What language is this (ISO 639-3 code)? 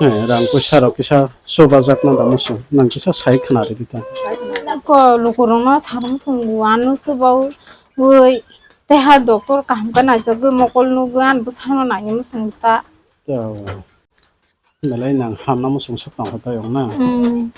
trp